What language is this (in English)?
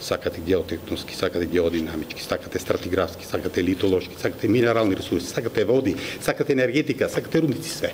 Macedonian